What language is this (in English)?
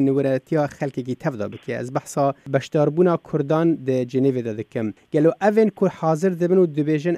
Kurdish